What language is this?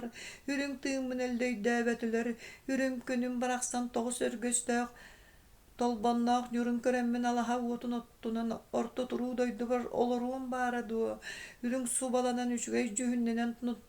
Yakut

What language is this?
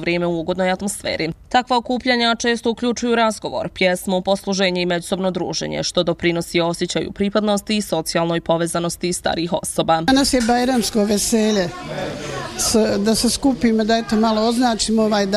Bosnian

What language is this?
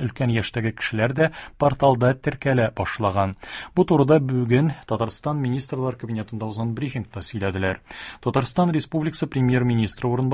Tatar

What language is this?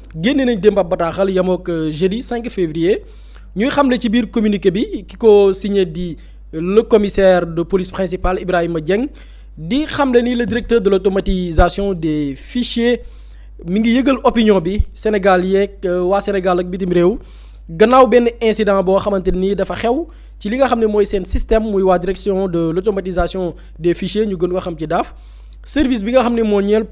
Wolof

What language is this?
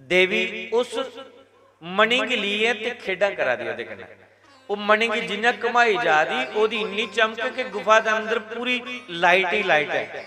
Dogri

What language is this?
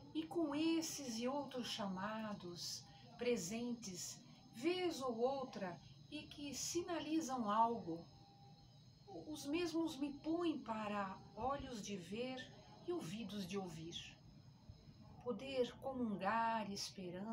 Portuguese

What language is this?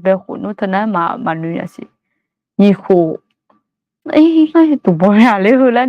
Akha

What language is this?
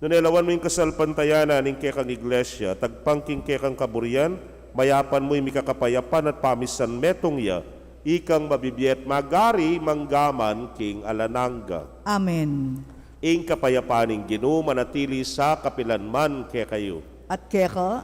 Pampanga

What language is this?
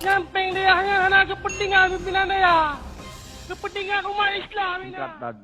Achinese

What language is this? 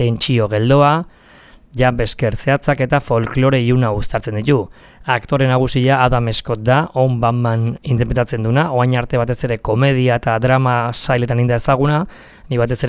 Basque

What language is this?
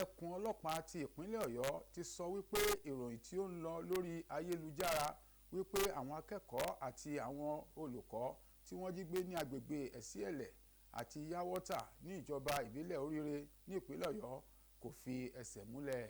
Yoruba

